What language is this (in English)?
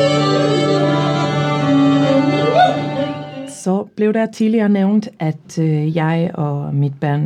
Danish